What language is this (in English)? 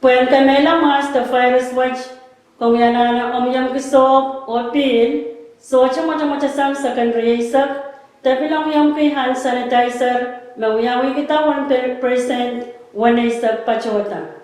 Pohnpeian